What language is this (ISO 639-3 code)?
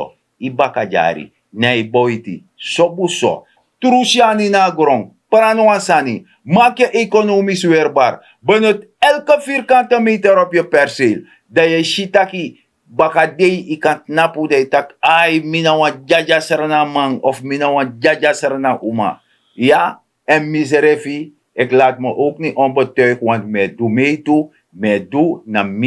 srn